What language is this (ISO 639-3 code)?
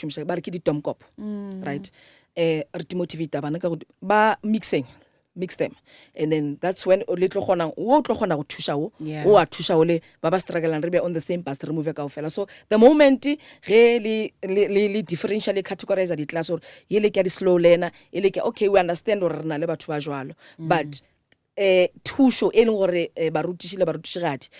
nso